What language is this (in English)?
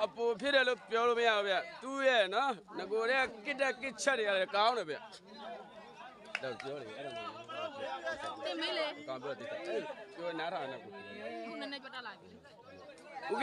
Burmese